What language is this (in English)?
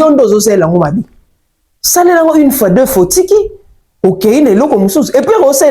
Lingala